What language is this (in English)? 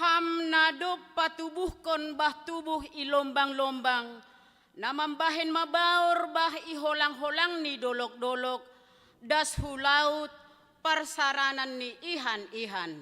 Batak Simalungun